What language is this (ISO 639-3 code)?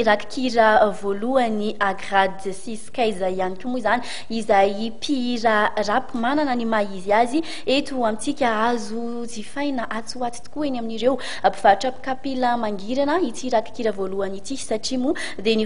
mlg